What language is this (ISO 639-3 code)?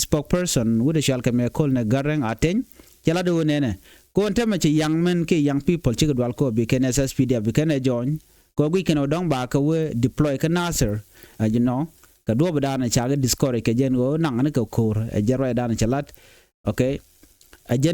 nus